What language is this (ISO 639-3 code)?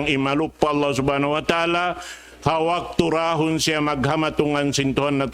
tsg